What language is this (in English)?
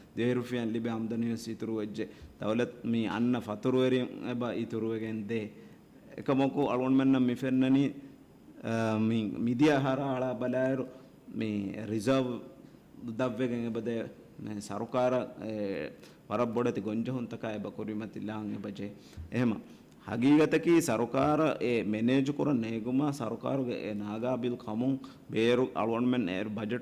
Divehi